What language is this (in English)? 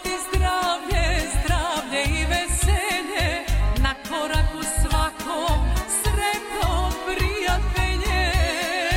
Serbian